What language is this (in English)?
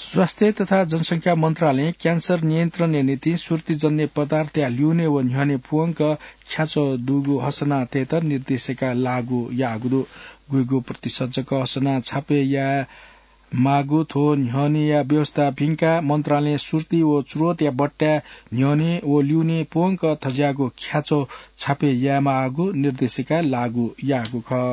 Newari